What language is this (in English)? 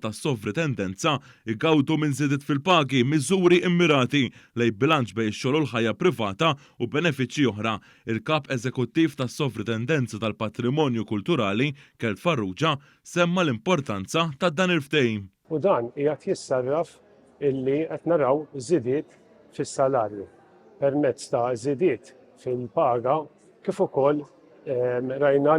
Maltese